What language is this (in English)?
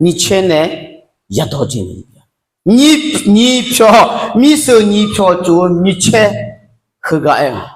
Akha